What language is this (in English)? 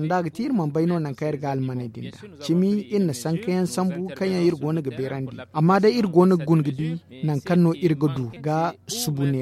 Zarma